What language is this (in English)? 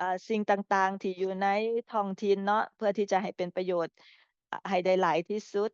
Lao